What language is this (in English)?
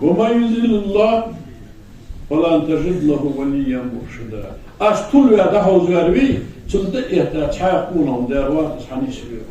Ingush